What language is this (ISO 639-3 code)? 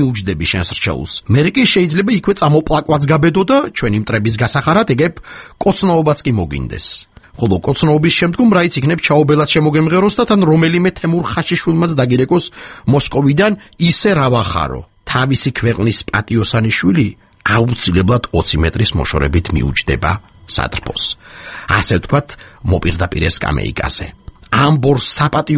kat